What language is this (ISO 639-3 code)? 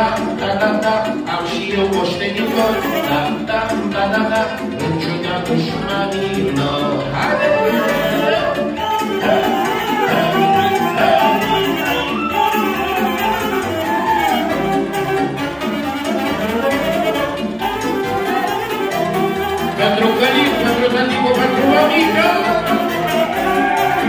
ron